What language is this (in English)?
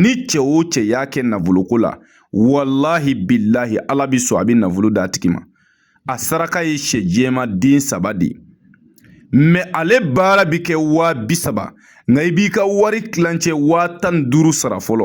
Bambara